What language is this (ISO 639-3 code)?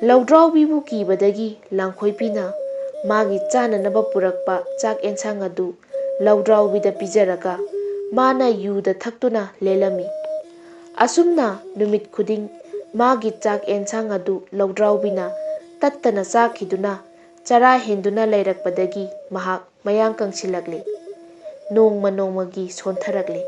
mni